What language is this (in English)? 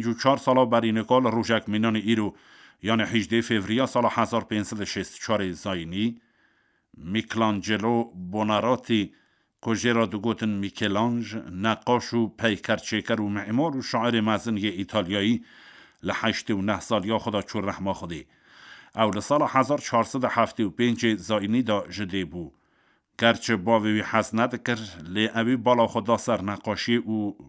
Kurdish